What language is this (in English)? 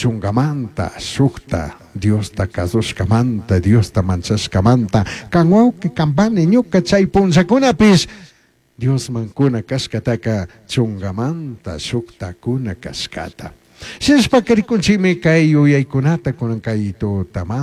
Chimborazo Highland Quichua